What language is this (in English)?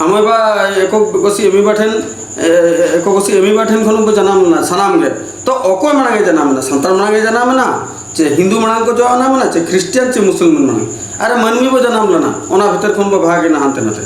Santali